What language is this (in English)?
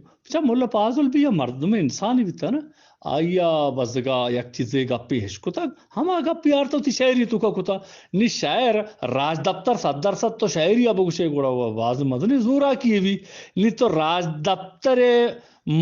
Eastern Balochi